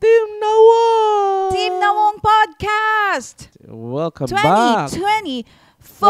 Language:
Waray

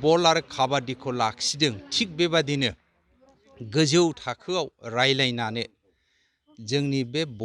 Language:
Bodo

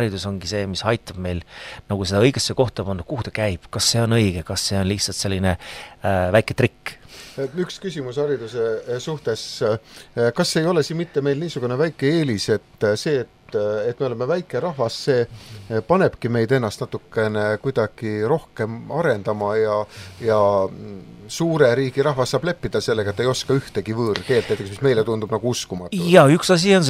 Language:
Estonian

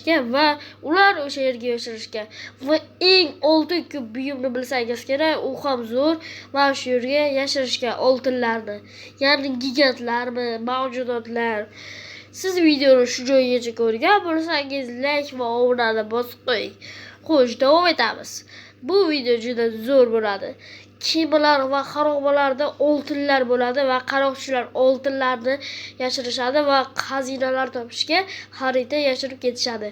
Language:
Uzbek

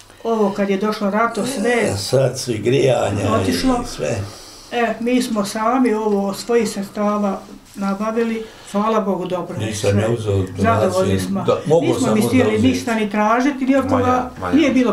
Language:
Bosnian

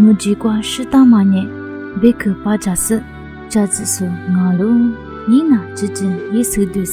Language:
Lisu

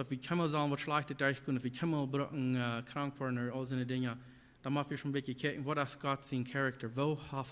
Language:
Plautdietsch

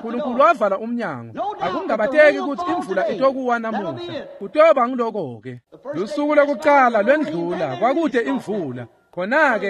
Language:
Swati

